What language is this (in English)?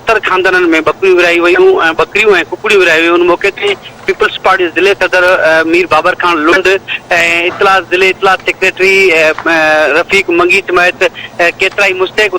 Sindhi